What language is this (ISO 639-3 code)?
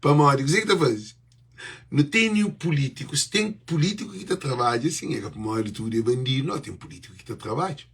kea